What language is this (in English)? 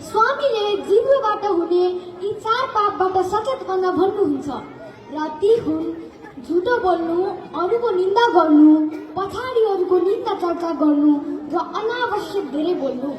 Nepali